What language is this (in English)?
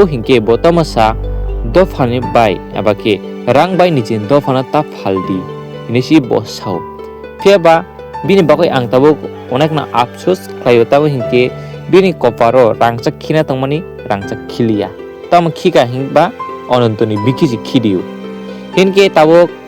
Kok Borok